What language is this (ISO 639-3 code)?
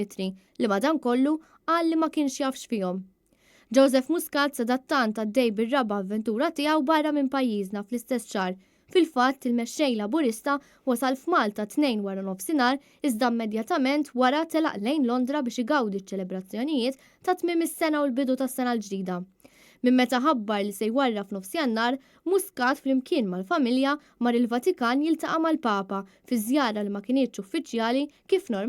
mlt